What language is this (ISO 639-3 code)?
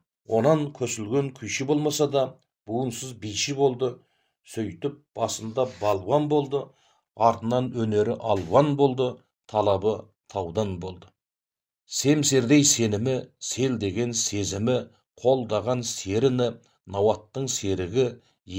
kaz